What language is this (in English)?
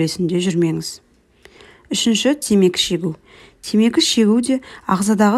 Kazakh